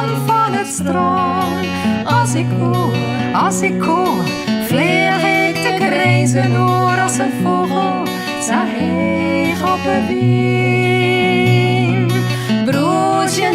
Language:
Western Frisian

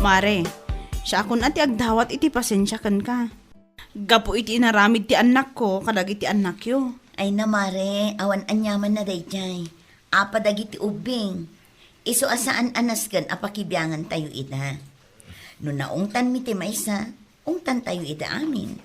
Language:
Iloko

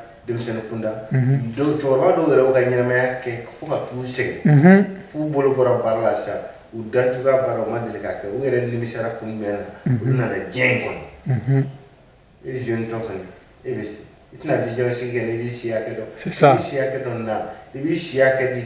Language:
Bambara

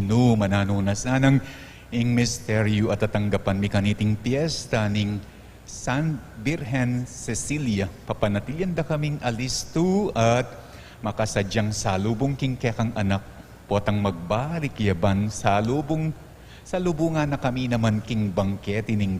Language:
Pampanga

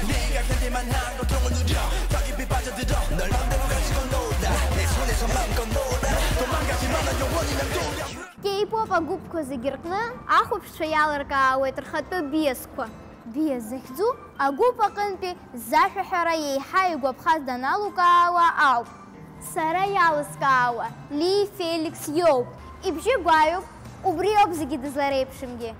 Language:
Abkhazian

